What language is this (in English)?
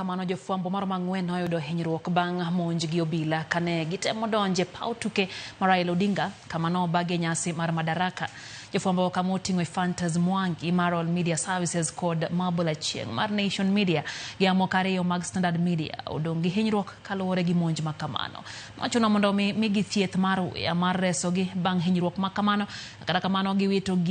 Luo (Kenya and Tanzania)